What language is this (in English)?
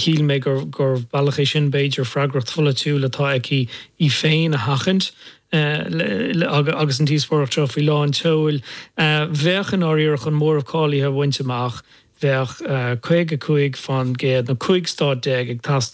Irish